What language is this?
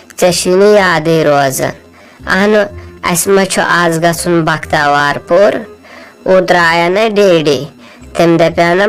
Kashmiri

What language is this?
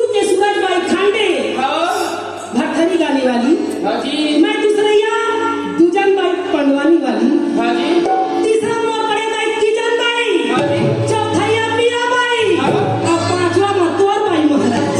Chhattisgarhi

